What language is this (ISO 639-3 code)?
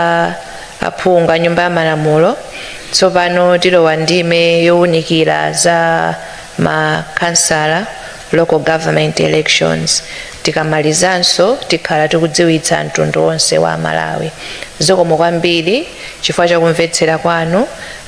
nya